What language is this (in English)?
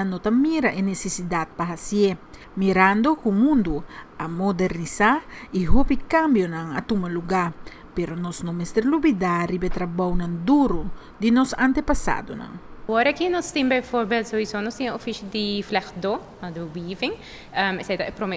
Papiamento